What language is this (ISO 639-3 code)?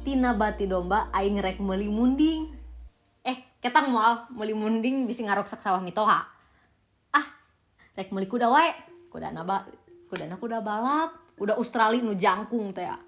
sun